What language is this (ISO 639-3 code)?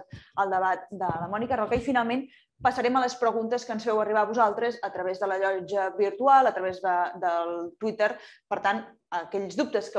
cat